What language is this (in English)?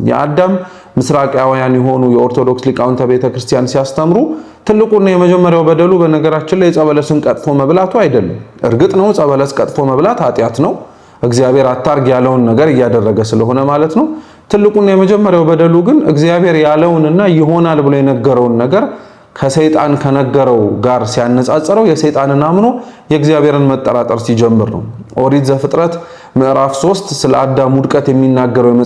Amharic